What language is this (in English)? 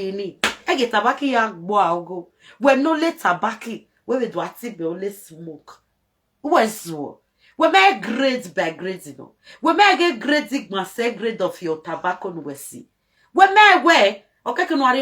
Nigerian Pidgin